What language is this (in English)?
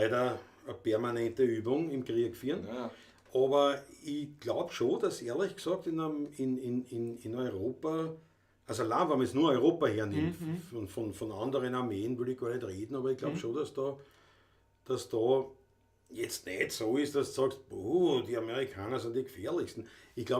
Bavarian